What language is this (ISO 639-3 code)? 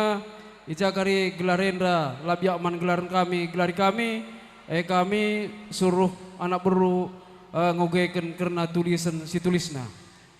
btx